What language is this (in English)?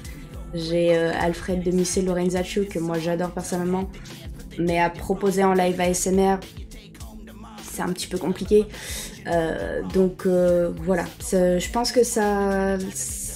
French